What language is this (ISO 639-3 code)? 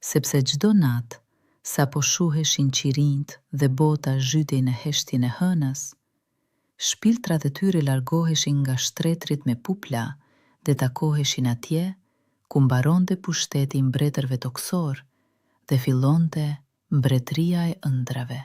sqi